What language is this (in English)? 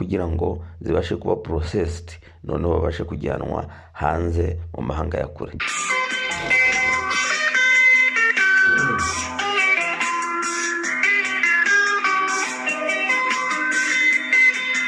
Kinyarwanda